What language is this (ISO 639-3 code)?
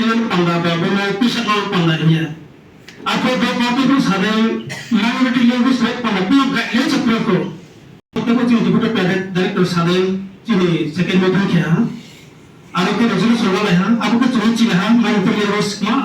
ria